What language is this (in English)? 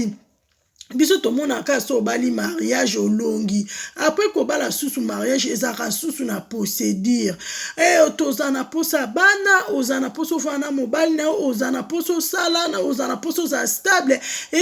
Lingala